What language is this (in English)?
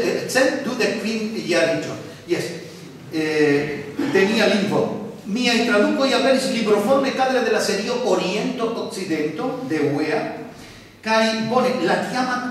Esperanto